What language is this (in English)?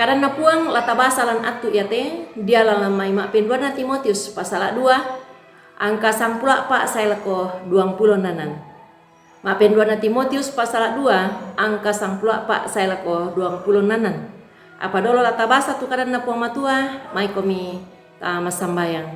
Toraja-Sa'dan